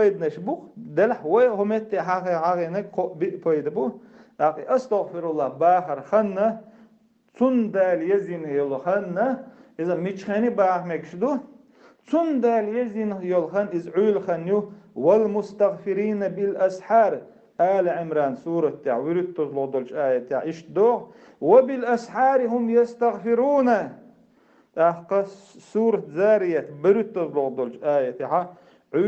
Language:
Chechen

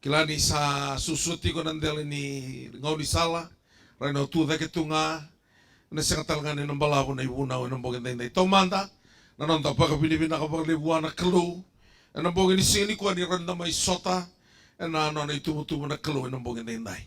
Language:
Fijian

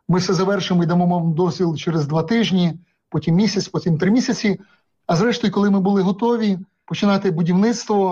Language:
Ukrainian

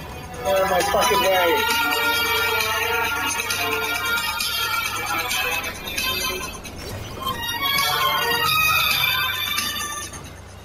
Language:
English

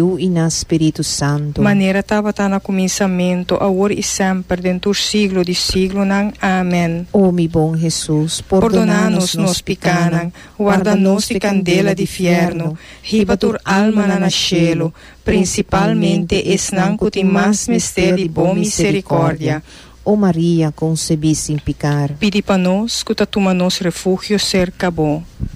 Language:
Papiamento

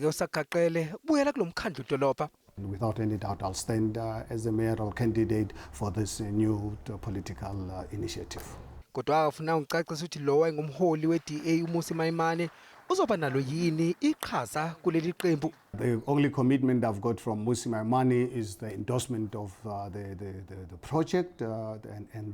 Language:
Zulu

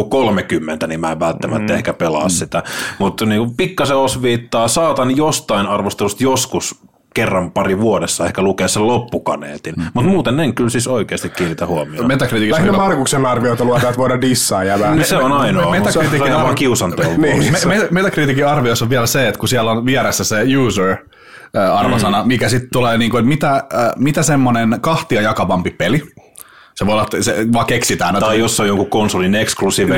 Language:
Finnish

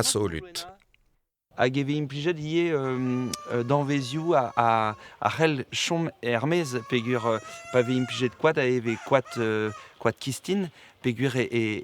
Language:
Breton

